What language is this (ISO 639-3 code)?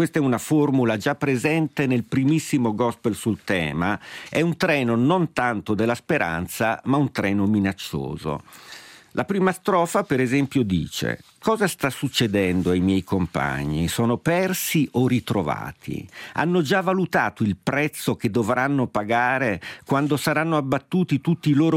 ita